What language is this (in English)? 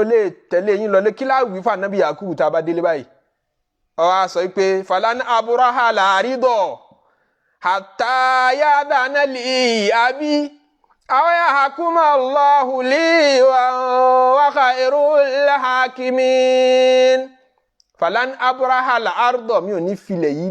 Yoruba